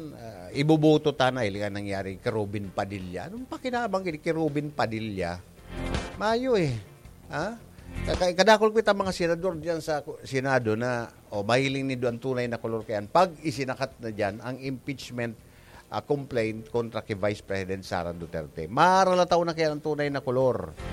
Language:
Bikol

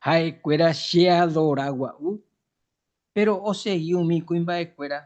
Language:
Guarani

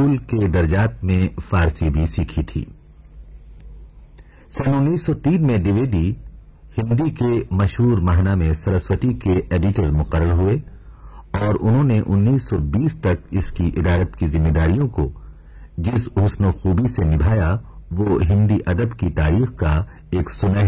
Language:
Urdu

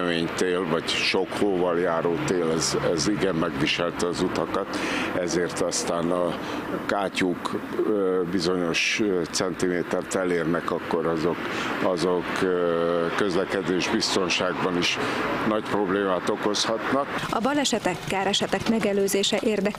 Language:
Hungarian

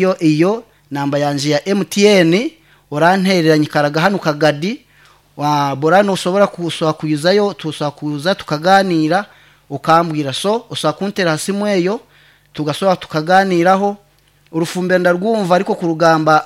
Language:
Nyankole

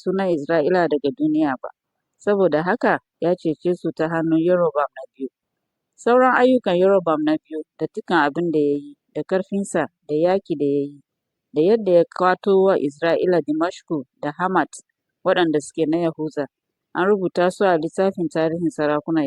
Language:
Hausa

